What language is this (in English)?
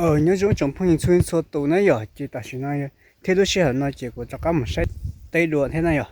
Hmong